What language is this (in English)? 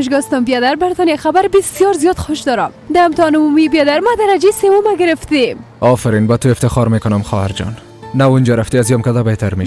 Persian